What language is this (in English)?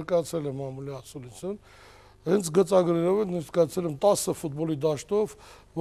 Armenian